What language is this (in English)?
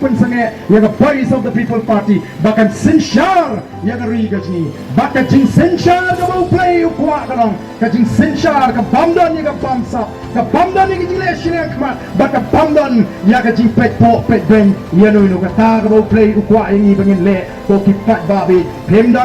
Khasi